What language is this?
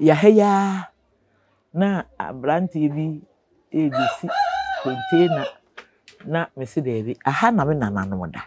Akan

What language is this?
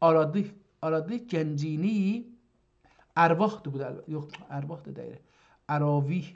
South Azerbaijani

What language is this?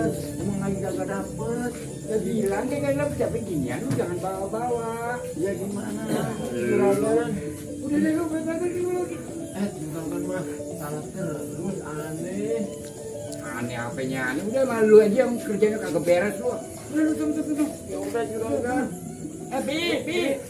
Betawi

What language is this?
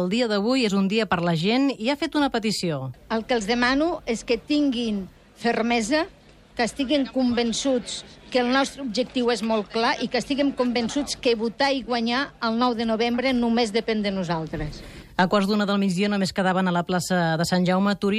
Catalan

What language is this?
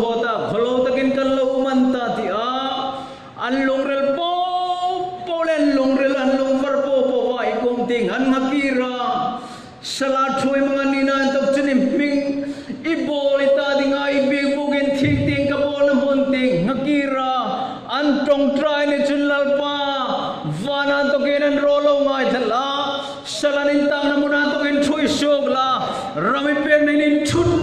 Hmar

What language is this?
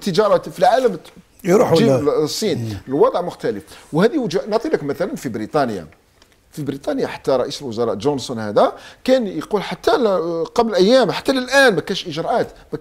Algerian Arabic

